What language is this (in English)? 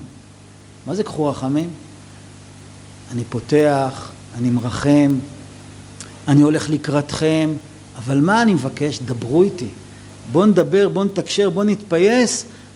Hebrew